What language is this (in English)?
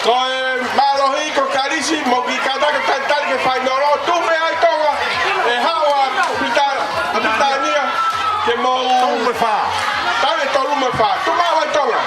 Tongan